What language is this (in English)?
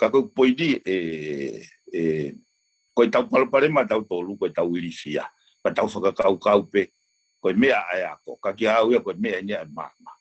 Tongan